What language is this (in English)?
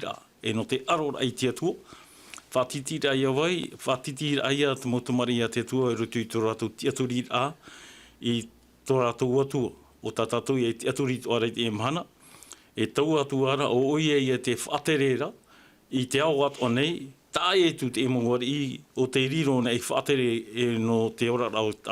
Tahitian